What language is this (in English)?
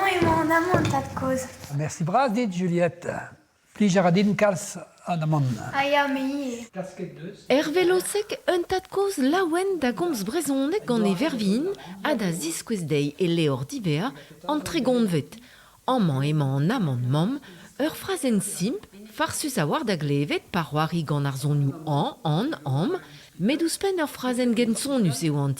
Breton